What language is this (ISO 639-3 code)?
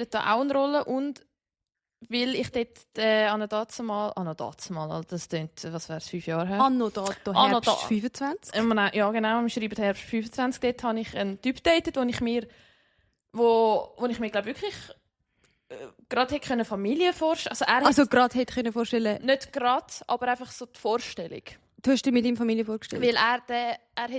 gsw